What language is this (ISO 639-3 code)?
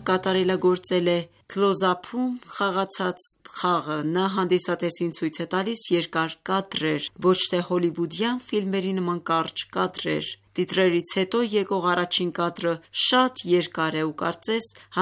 hye